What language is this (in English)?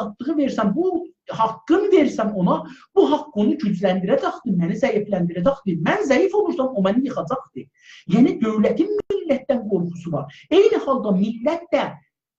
South Azerbaijani